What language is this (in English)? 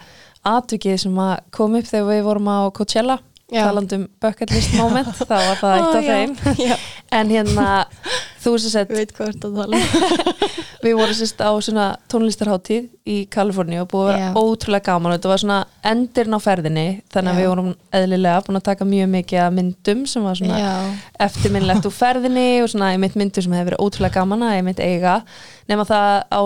Icelandic